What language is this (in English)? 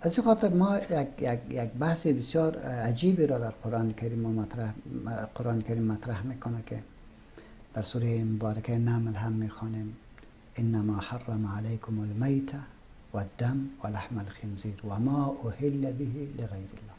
Persian